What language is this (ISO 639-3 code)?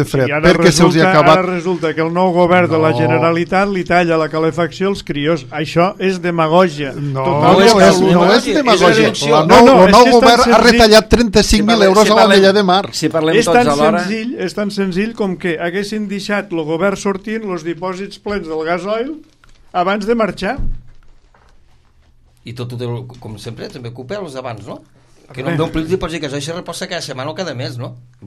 cat